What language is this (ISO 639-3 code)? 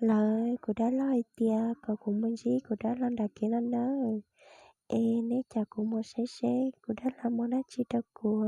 hmn